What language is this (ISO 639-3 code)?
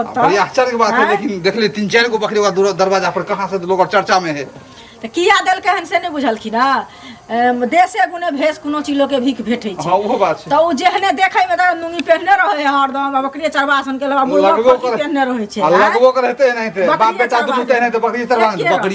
mai